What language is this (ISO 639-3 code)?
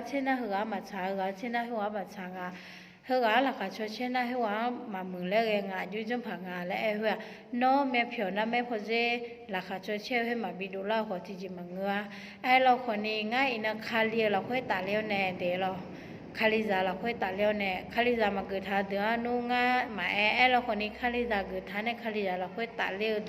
ahk